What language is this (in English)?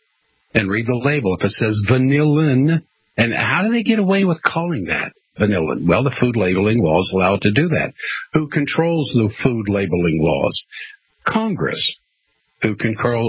English